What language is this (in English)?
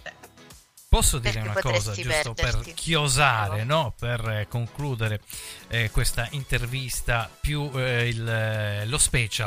Italian